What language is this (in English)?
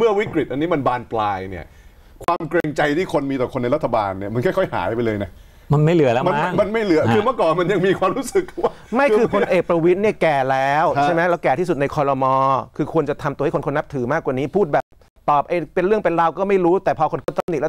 Thai